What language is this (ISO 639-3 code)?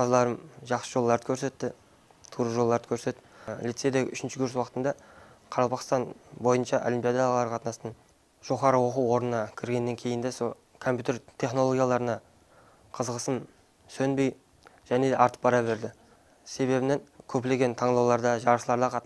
kaa